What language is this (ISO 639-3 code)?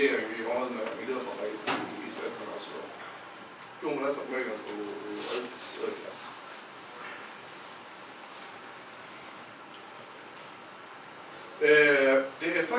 swe